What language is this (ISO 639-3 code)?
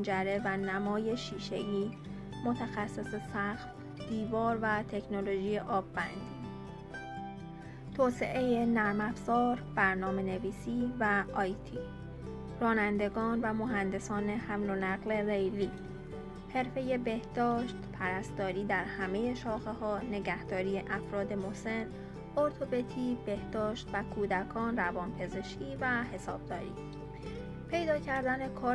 fas